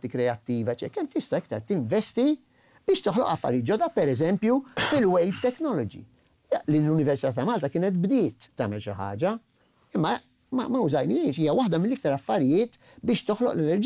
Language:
Maltese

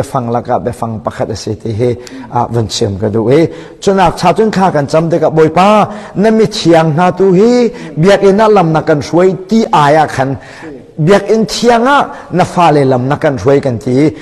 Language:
Hakha Chin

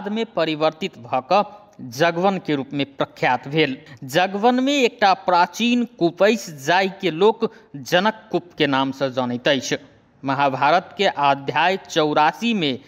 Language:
Maithili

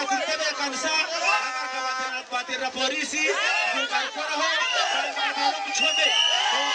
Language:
Nyankole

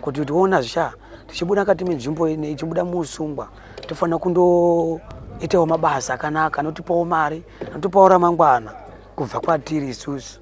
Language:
Shona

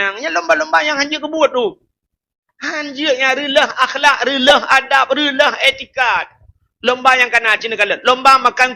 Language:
Achinese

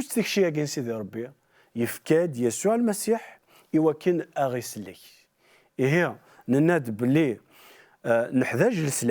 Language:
Kabyle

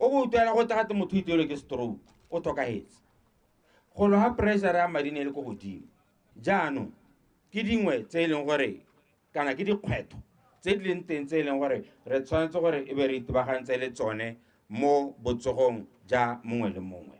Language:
Tswana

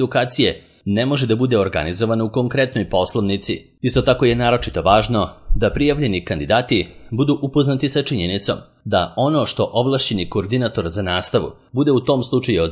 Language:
Serbian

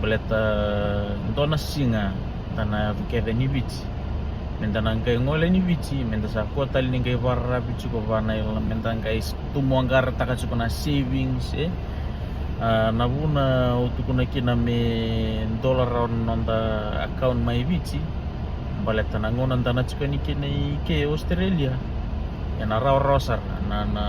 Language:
Fijian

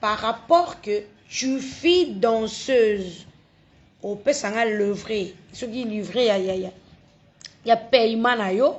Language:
Lingala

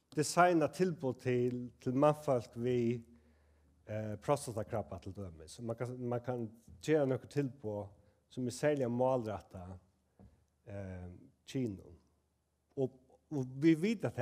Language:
Faroese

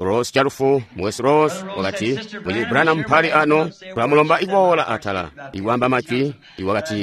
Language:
Tonga (Zambia)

